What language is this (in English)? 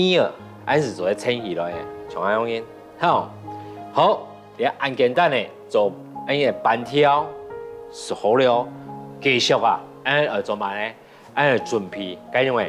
Hakka Chinese